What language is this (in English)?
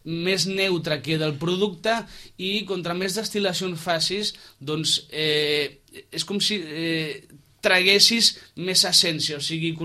Catalan